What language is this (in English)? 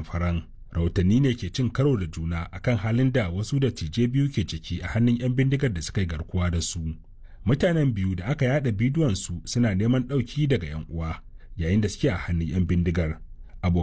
Hausa